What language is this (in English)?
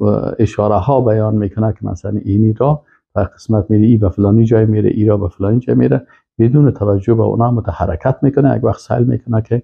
Persian